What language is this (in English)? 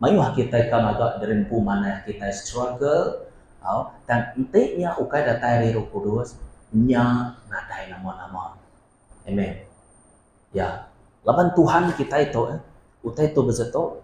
Iban